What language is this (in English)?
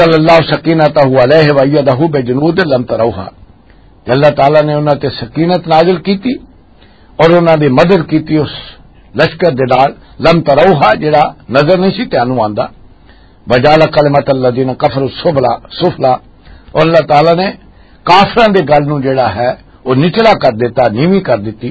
Western Panjabi